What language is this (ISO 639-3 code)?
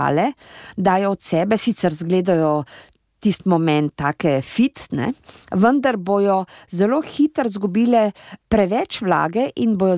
slv